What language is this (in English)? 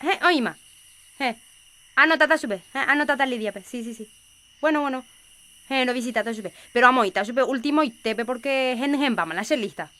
Guarani